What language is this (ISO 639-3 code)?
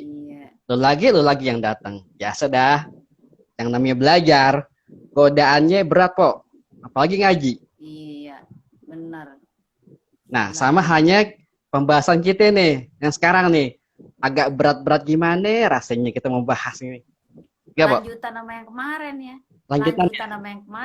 bew